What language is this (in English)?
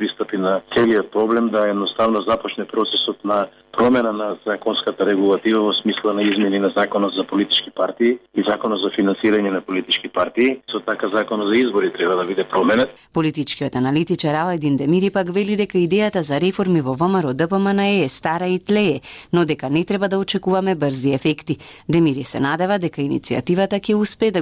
Macedonian